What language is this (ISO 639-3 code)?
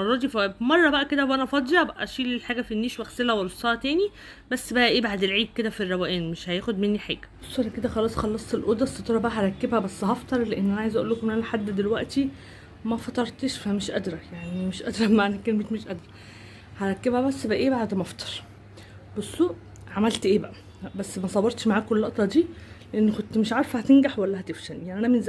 arz